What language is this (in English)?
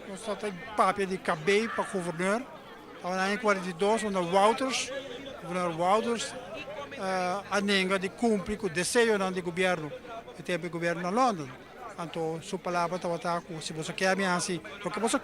Papiamento